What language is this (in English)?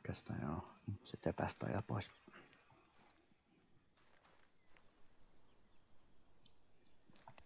Finnish